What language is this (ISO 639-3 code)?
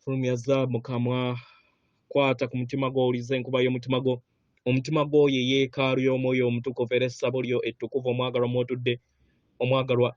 lug